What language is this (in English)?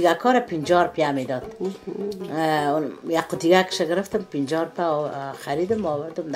Persian